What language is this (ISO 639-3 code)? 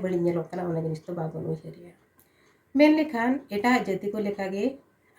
sat